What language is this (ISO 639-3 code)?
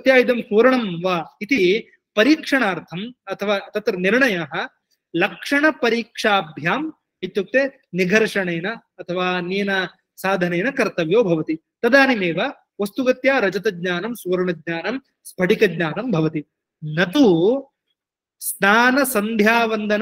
san